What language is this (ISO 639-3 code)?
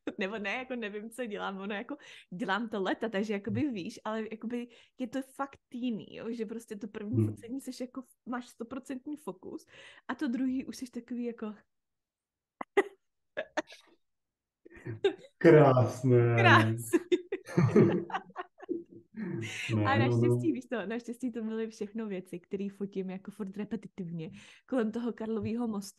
ces